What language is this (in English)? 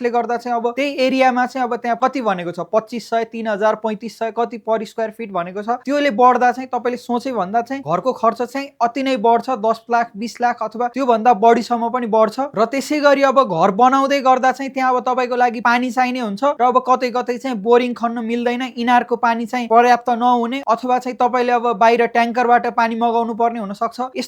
Nepali